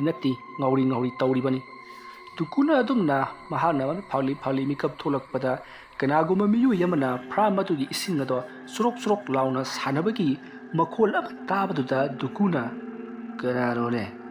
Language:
Manipuri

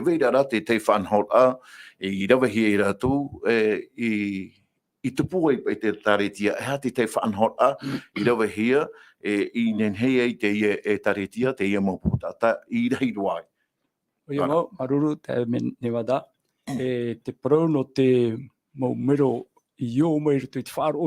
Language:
Tahitian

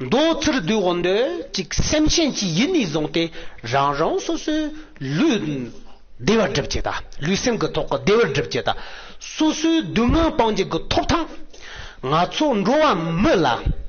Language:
Tibetan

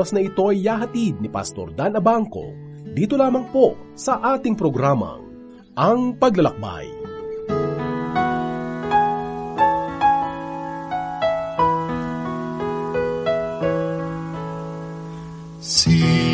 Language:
Filipino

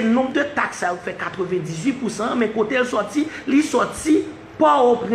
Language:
Haitian Creole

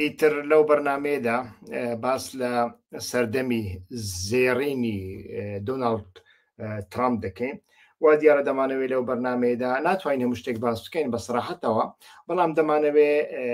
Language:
Central Kurdish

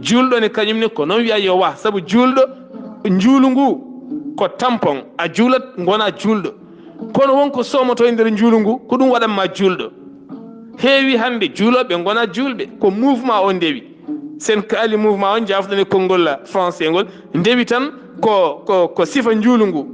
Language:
Fula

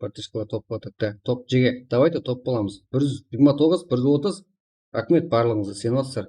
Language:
Kara-Kalpak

